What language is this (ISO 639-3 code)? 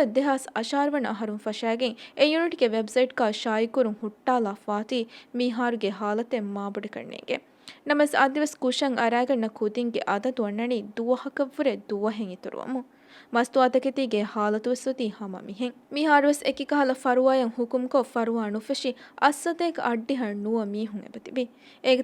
div